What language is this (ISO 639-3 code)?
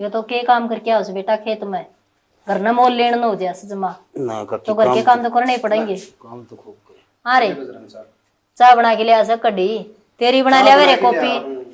bgc